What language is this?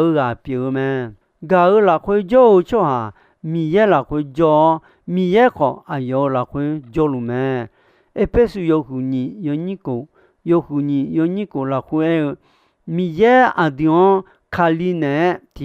Akha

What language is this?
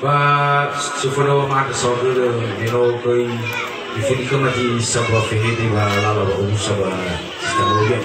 Nias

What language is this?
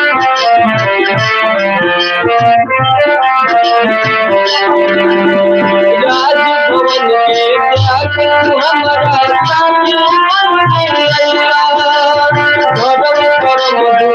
Bhojpuri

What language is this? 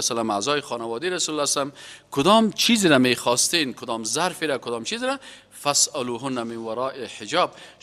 Persian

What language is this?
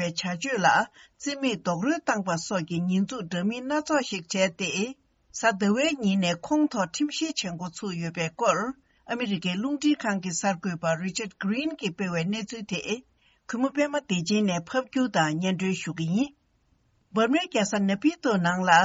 Tibetan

